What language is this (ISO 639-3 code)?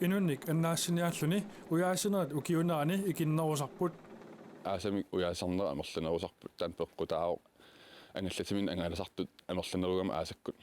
kal